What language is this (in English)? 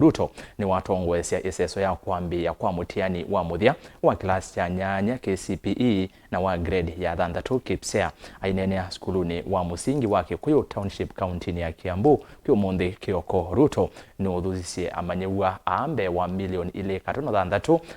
Kamba